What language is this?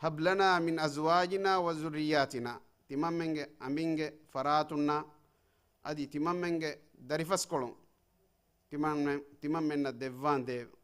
Divehi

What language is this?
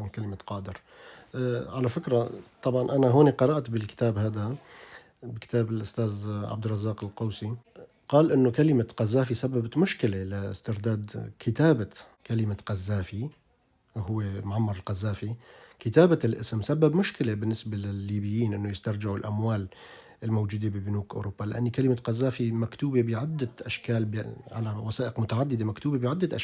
North Levantine Arabic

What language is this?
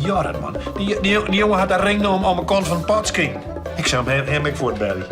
Western Frisian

